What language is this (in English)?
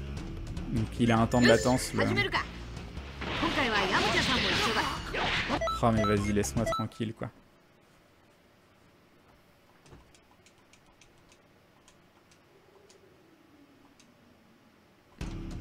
French